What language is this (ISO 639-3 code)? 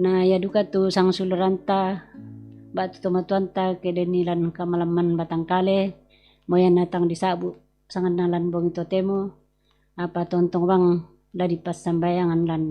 sda